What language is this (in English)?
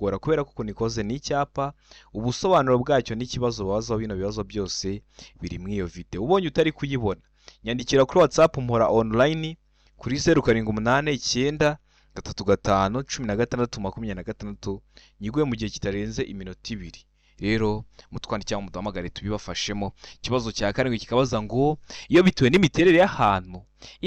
Kinyarwanda